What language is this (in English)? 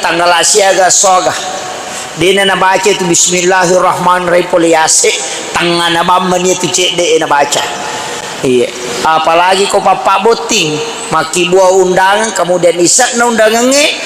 Buginese